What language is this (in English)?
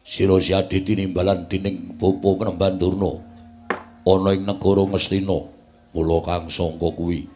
Javanese